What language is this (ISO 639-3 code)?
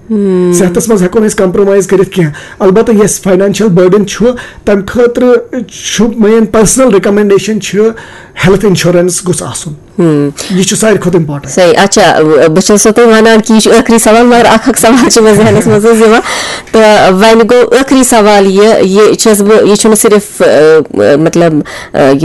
kas